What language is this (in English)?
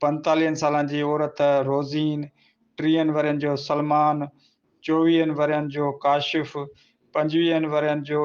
Sindhi